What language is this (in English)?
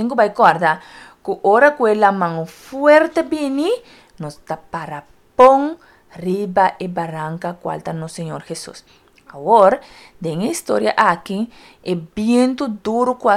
Papiamento